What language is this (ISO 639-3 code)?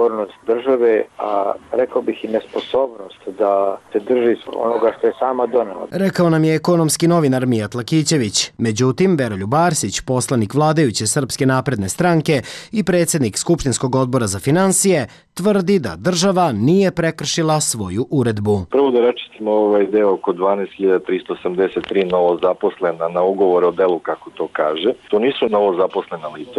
srp